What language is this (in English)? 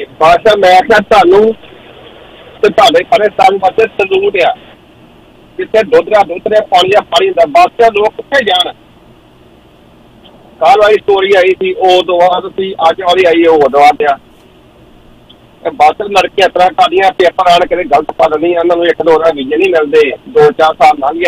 Punjabi